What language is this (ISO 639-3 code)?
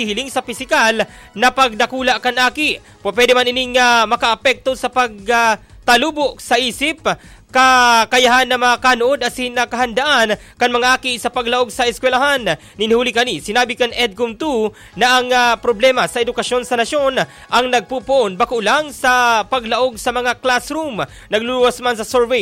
bik